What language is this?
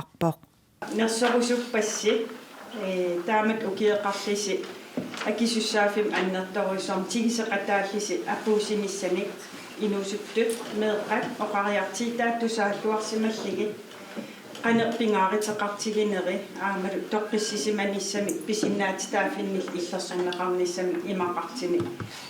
Kalaallisut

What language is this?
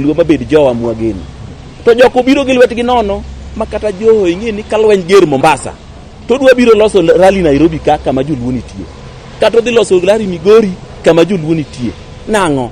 Luo (Kenya and Tanzania)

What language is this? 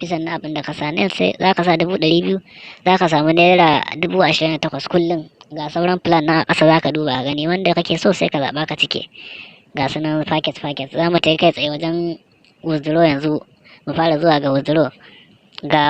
Hausa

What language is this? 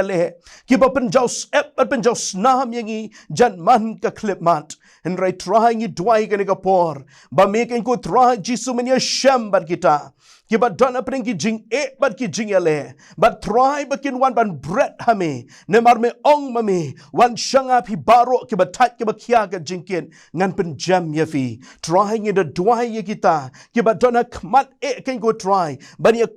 Khasi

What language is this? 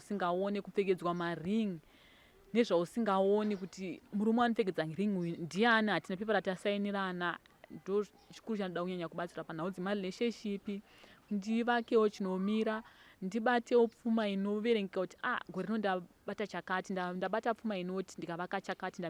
Shona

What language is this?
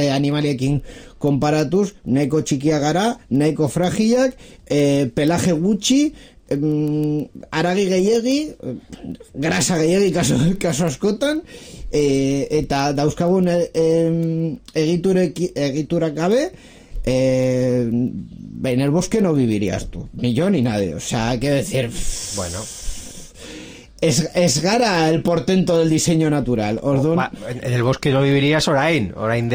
Basque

